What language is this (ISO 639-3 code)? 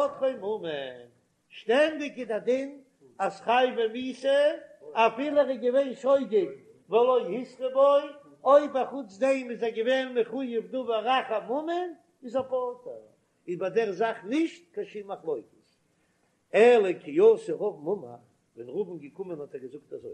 yid